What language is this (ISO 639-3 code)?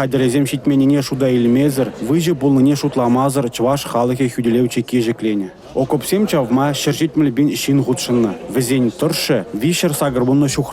chv